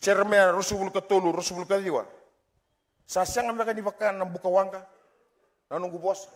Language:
Fijian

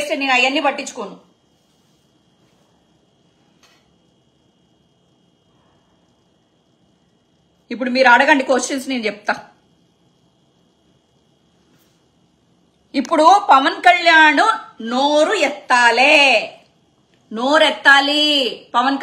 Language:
Telugu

